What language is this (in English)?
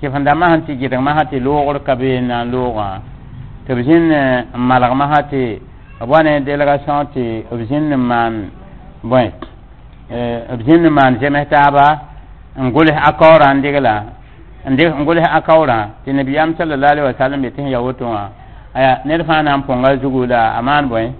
Mossi